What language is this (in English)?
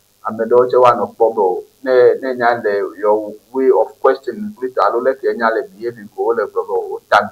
Ewe